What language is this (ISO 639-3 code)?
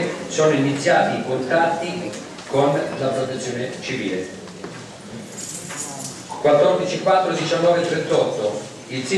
ita